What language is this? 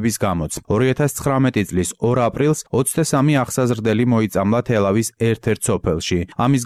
Georgian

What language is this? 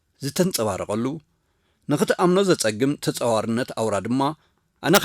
Tigrinya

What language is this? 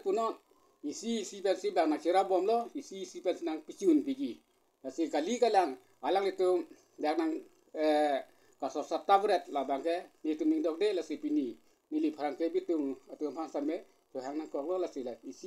Karbi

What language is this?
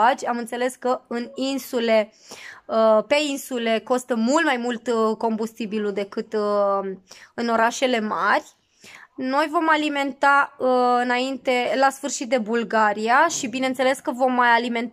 Romanian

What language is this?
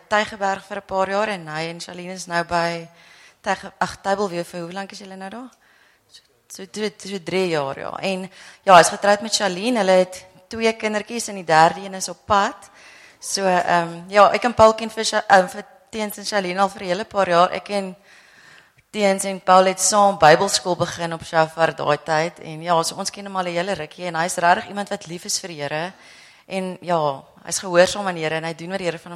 Afrikaans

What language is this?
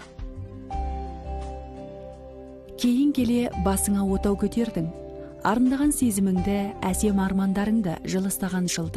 Kazakh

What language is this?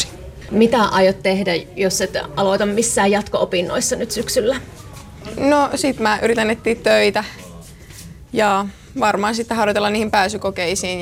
Finnish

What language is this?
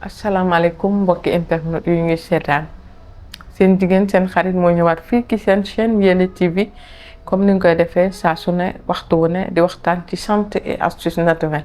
Wolof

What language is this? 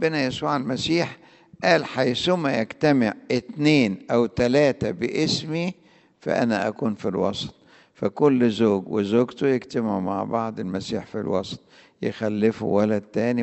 Egyptian Arabic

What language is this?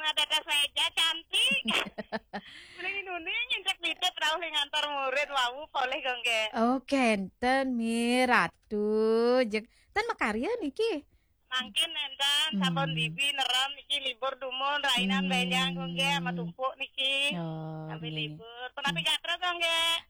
Balinese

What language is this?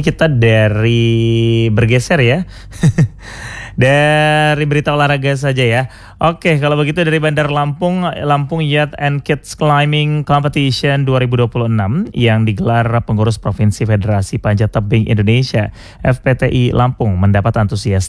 Indonesian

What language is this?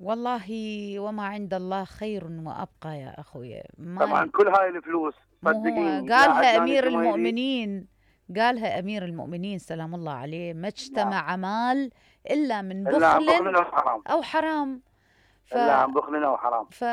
Mesopotamian Arabic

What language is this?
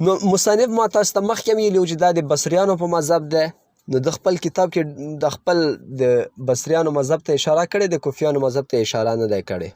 Pashto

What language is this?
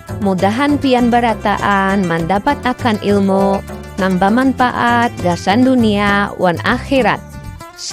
Banjar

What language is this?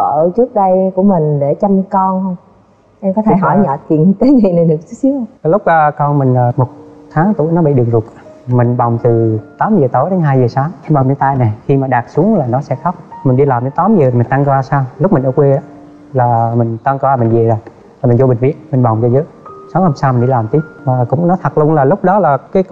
Vietnamese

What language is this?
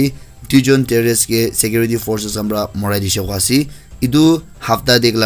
Naga Pidgin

